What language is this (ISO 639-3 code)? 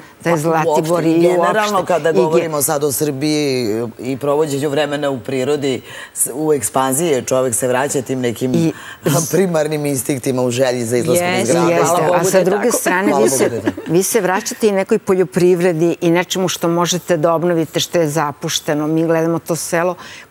srp